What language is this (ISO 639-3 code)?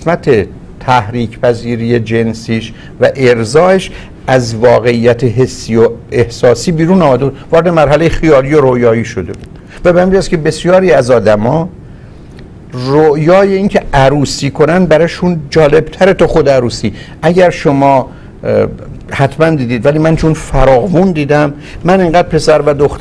fas